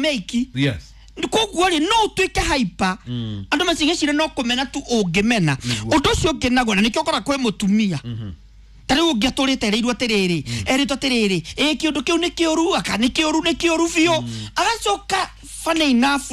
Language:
Kikuyu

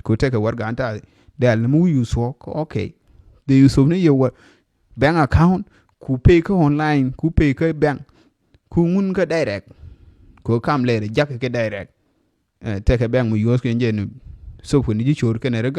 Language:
Nuer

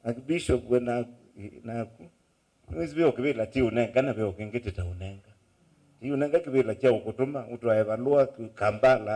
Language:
Kamba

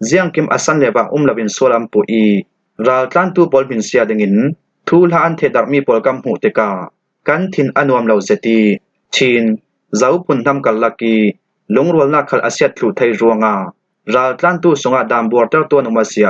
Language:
Falam Chin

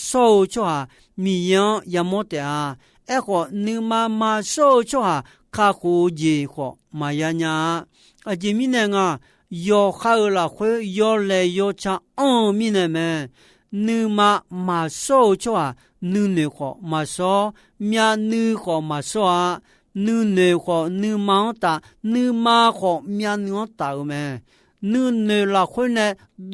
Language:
Akha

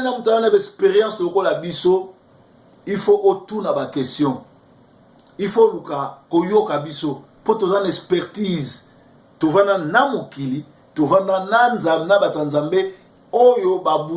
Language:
Lingala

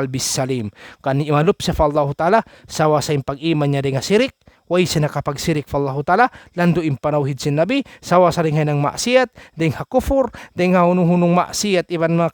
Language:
Tausug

